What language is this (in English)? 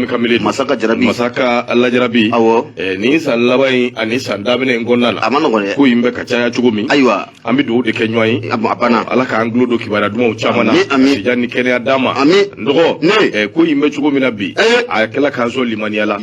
Bambara